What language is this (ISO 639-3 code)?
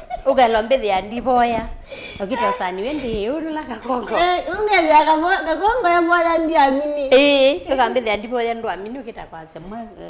kam